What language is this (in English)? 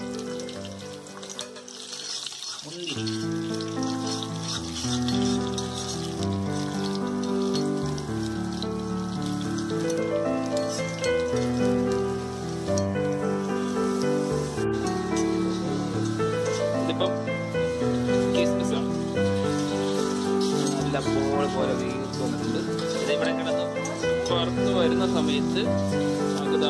Malayalam